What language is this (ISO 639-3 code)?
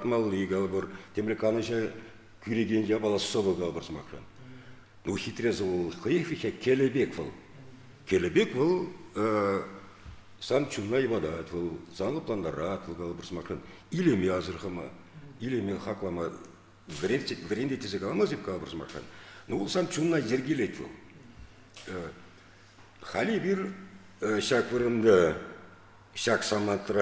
chv